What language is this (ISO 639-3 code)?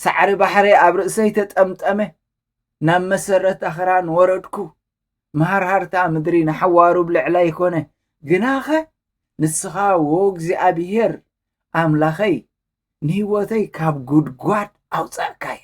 tir